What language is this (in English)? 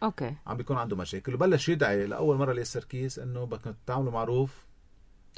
North Levantine Arabic